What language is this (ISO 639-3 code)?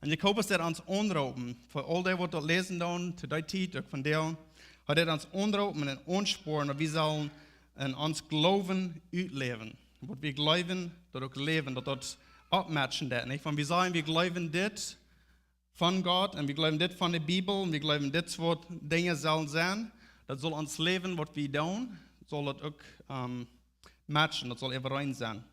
pdt